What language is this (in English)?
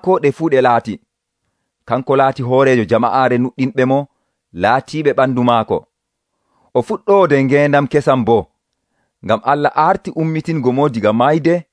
Nigerian Fulfulde